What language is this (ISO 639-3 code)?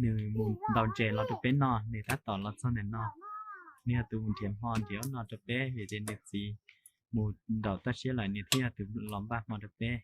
hmn